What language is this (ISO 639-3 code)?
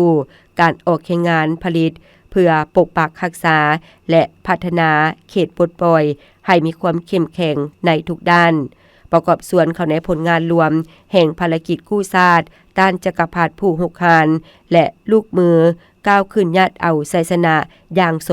lao